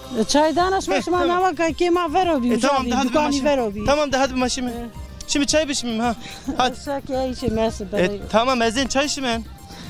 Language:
Zaza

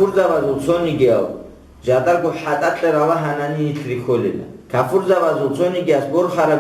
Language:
Avaric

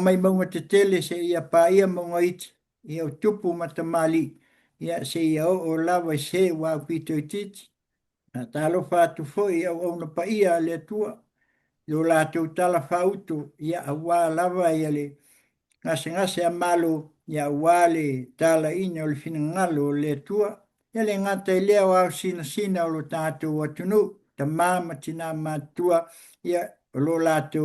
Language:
Samoan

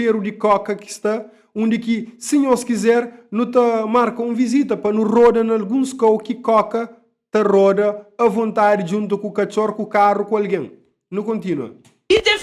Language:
Kabuverdianu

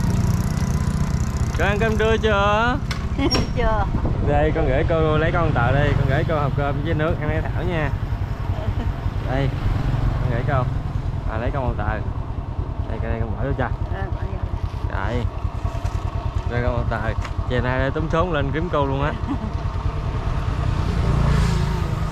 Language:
Vietnamese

